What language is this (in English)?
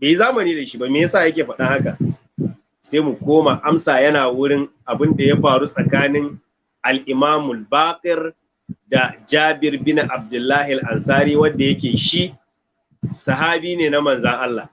Hausa